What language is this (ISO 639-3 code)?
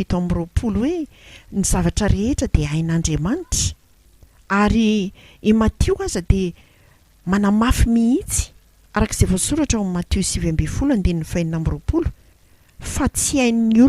mlg